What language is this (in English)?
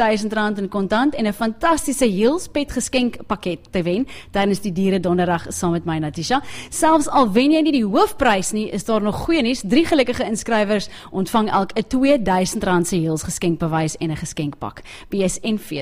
Afrikaans